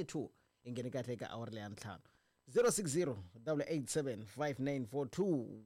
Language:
Tsonga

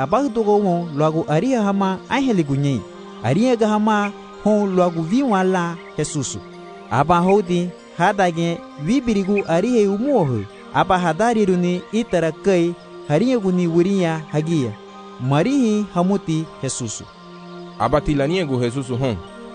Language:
Garifuna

